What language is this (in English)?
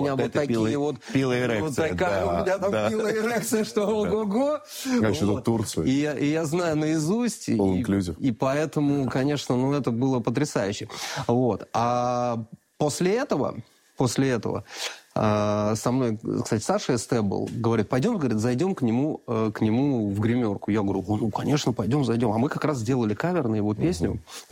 Russian